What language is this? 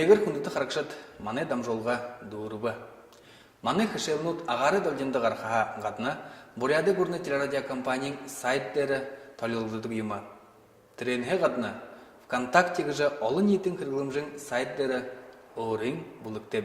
Buriat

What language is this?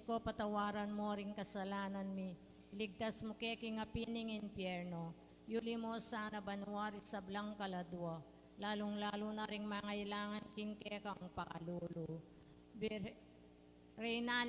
Pampanga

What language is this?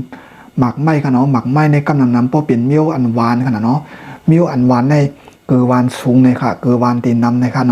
Shan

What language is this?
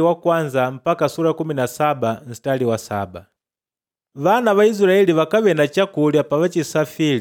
Makonde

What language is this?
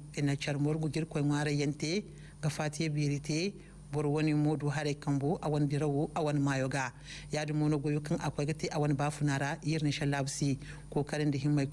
Zarma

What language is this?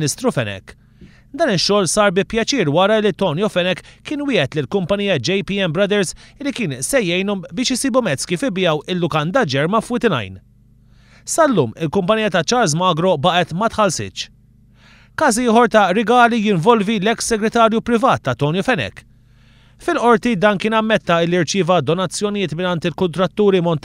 Maltese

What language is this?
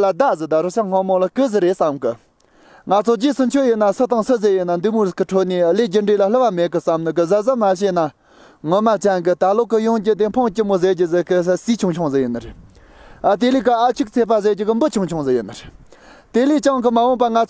Tibetan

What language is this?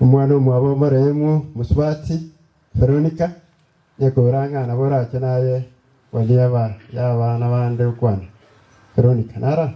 Gusii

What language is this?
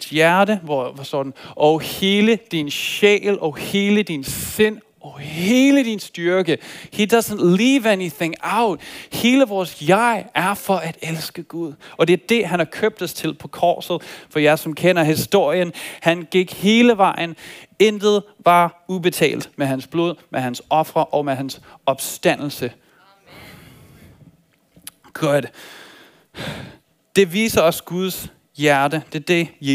Danish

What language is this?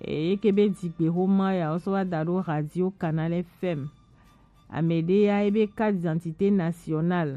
Gen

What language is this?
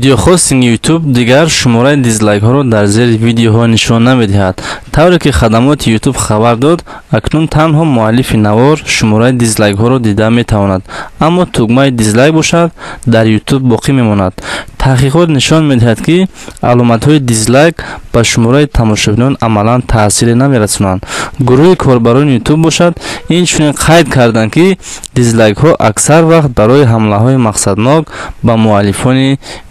Tajik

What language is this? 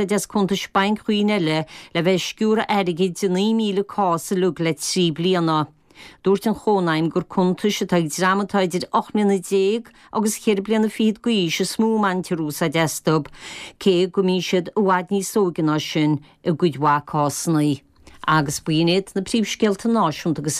Irish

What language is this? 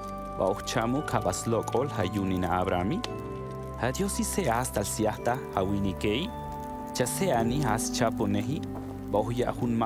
Tojolabal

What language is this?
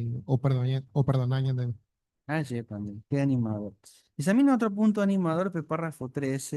Guarani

